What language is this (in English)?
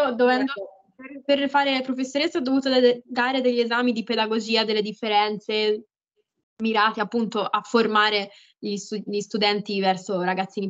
Italian